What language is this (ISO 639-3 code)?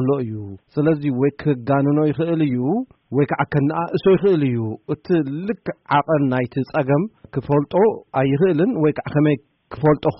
tir